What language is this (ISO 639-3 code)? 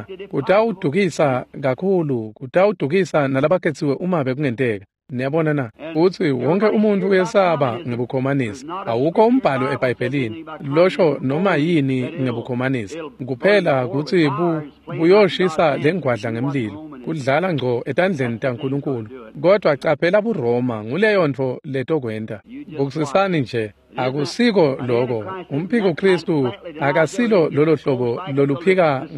ssw